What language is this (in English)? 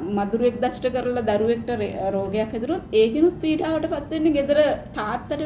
Sinhala